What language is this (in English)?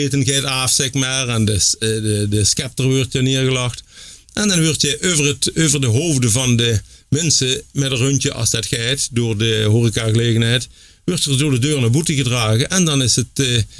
Limburgish